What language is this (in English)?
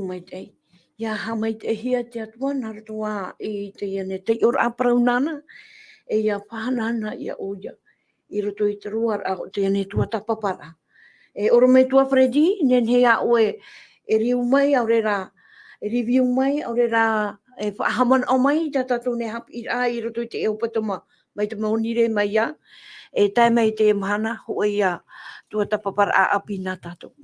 Tahitian